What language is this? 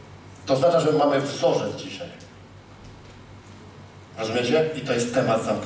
Polish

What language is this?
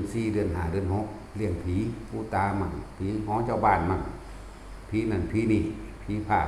Northeastern Thai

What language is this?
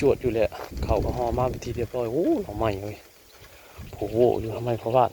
Northeastern Thai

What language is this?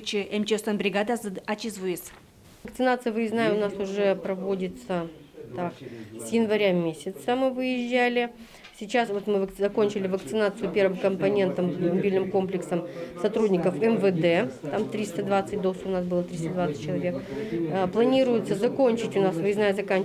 Udmurt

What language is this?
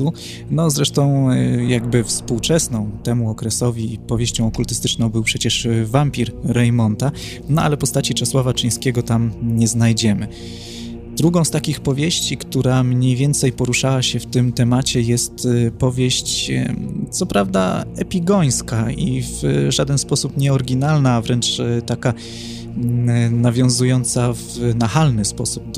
Polish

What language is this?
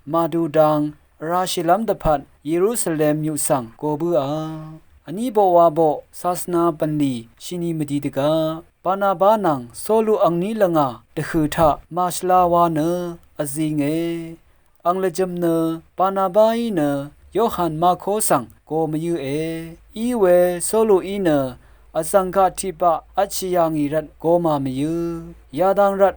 Rawang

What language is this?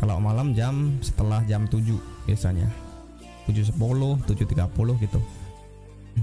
Indonesian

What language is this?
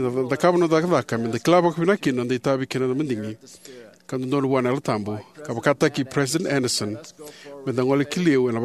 Fijian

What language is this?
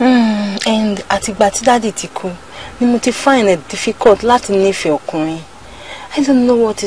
Yoruba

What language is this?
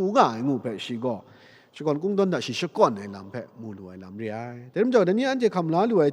Kachin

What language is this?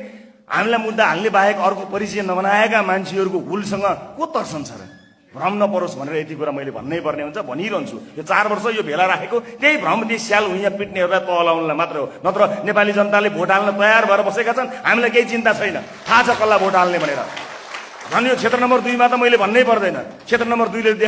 Nepali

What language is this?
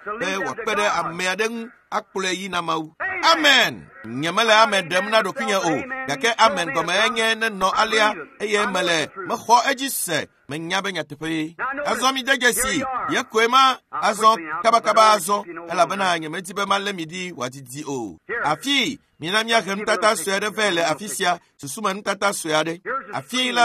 Ewe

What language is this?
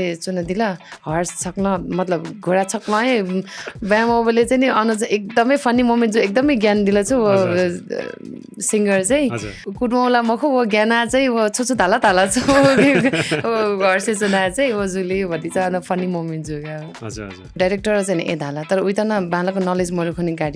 Newari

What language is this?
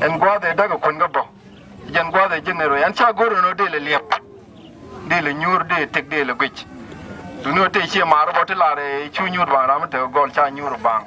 Nuer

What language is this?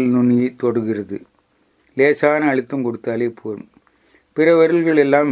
Tamil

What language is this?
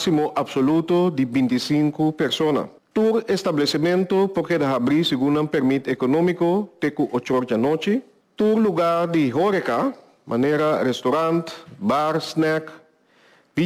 Papiamento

